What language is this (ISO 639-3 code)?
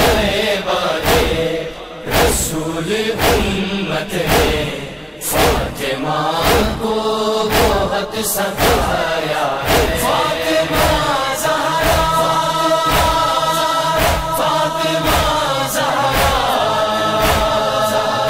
urd